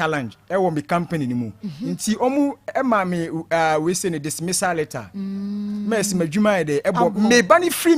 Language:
Akan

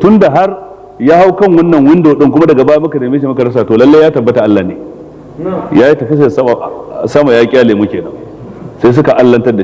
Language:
Hausa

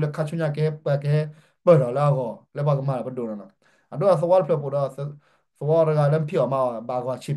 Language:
S'gaw Karen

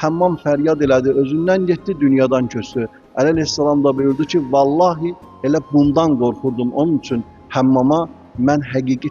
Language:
Azerbaijani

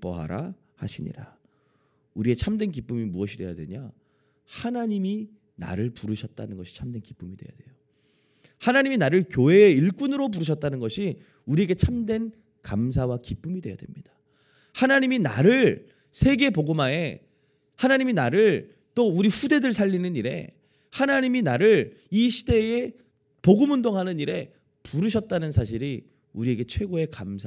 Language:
Korean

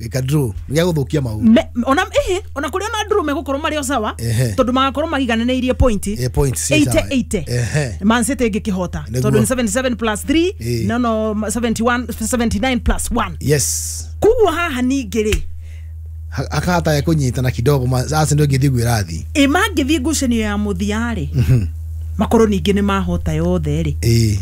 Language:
Kikuyu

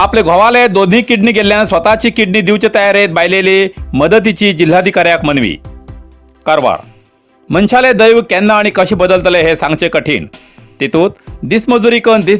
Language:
Konkani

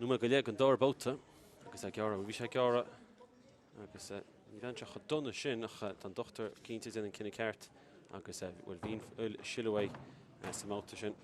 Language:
Irish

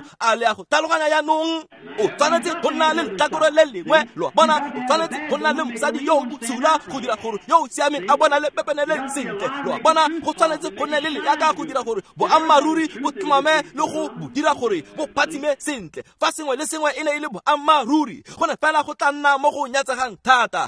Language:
Tswana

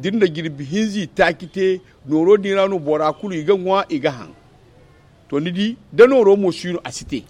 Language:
Zarma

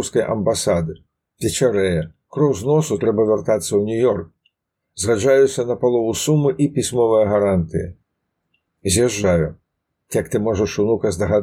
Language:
Belarusian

